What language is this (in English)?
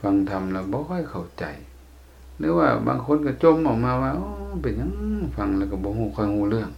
Lao